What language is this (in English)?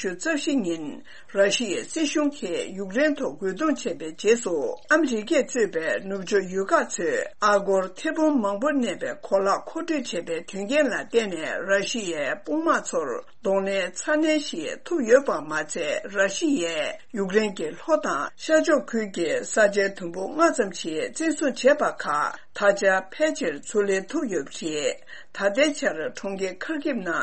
Tibetan